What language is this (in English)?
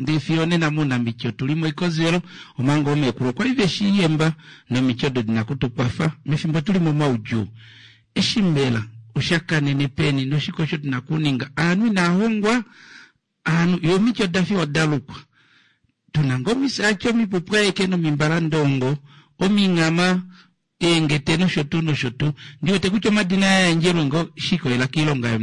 Kuanyama